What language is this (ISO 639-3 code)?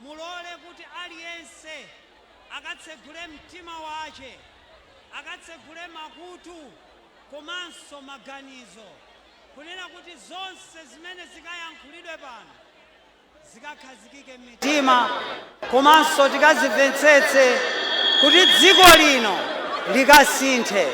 nya